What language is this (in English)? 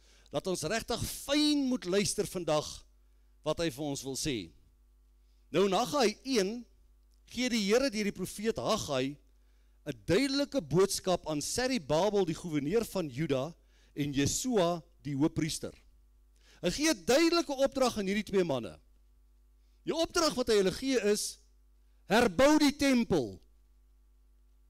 Afrikaans